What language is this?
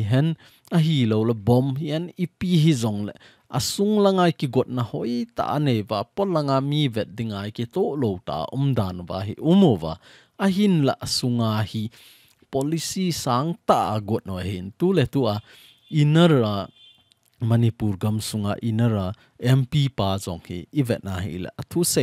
Thado Chin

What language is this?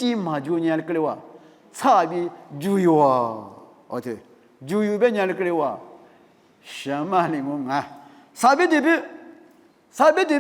Lisu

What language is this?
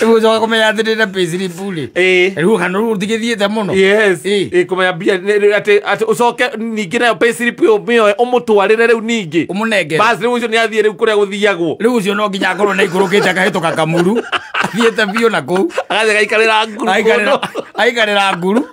Kikuyu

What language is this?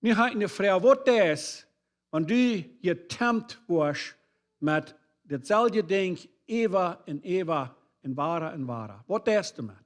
Plautdietsch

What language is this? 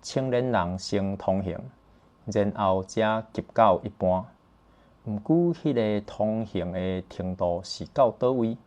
Min Nan Chinese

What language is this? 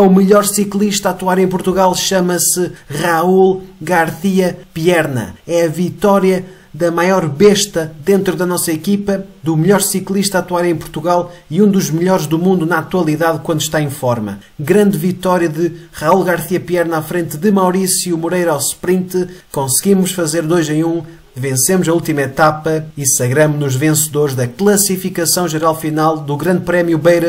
Portuguese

